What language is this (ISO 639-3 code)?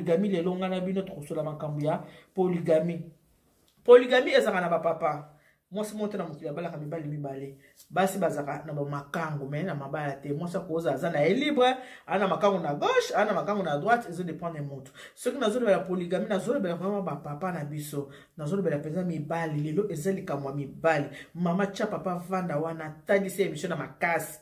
lin